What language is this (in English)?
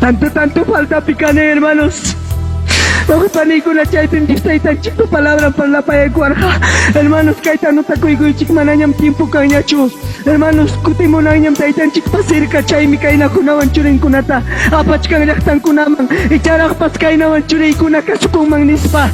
Ayacucho Quechua